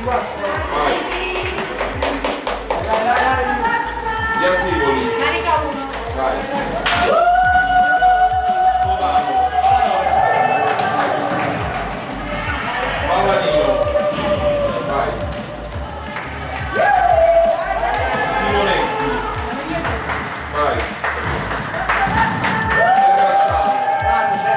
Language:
Italian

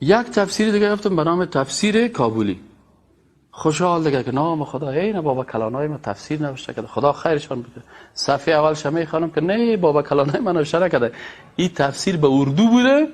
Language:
Persian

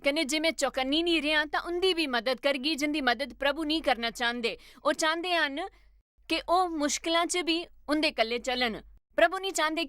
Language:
Dogri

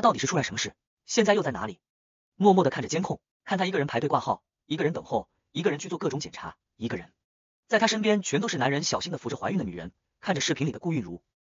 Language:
Chinese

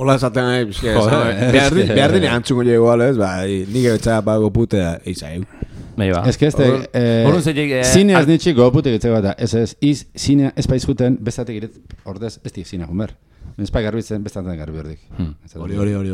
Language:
Basque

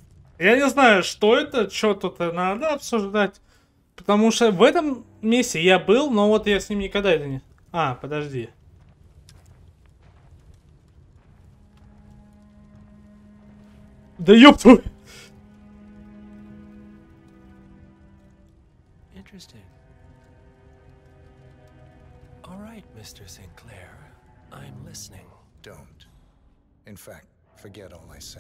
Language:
Russian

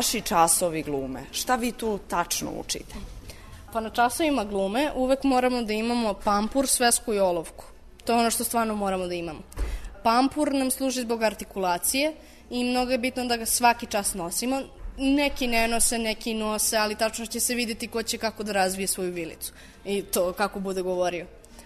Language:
Serbian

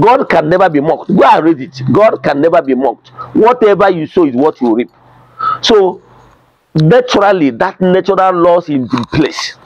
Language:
Igbo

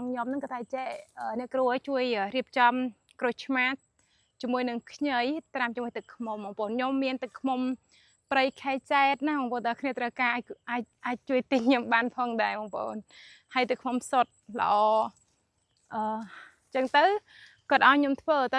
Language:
Khmer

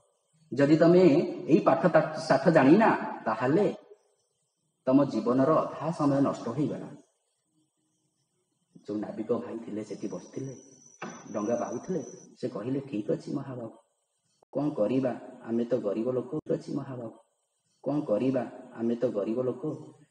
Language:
Odia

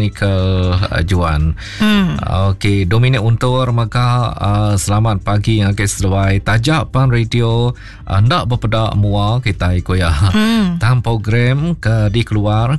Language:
Iban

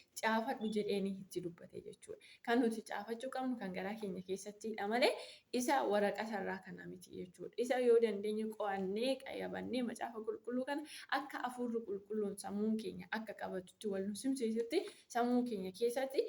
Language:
Oromo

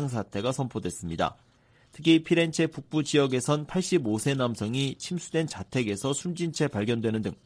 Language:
Korean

